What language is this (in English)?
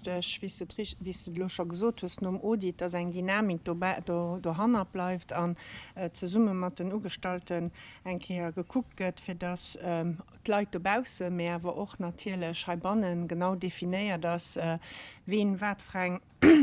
Luxembourgish